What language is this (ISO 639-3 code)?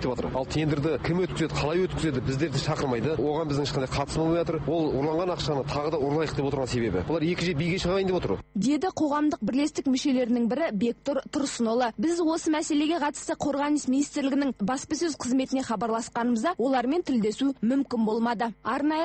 kaz